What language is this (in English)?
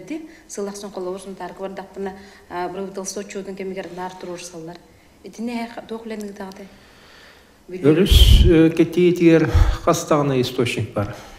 Yakut